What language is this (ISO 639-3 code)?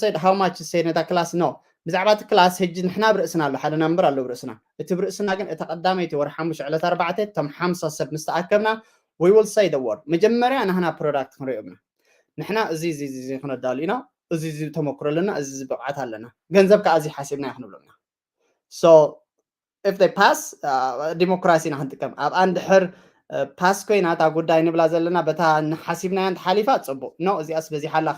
tir